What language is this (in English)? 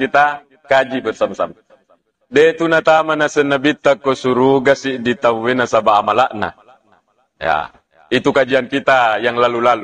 Buginese